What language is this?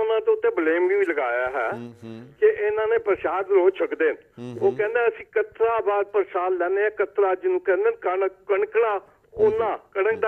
Punjabi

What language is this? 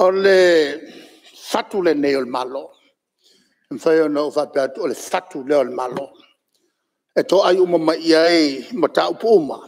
Samoan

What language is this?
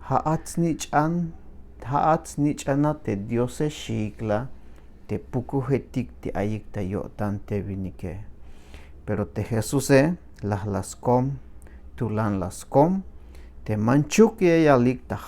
Tzeltal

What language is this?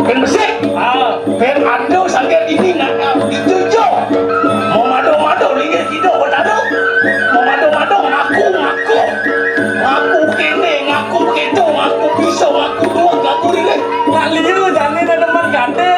Balinese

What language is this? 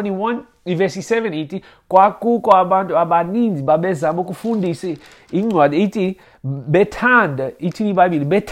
Xhosa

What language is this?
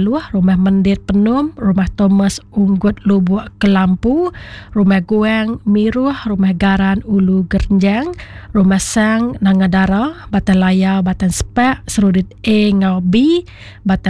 Iban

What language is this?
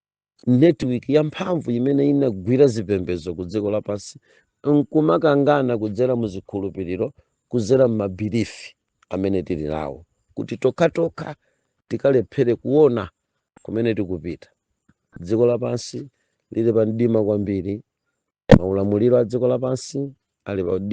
Nyanja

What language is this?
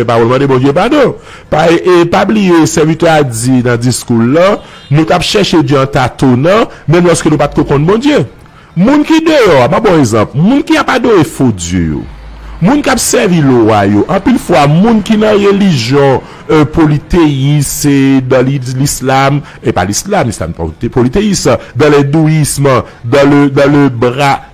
Haitian Creole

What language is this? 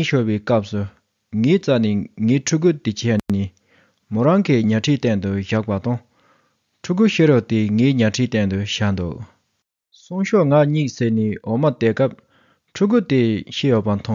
Tibetan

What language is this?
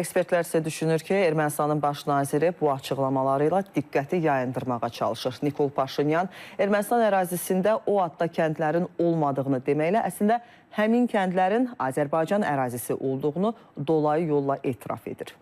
Azerbaijani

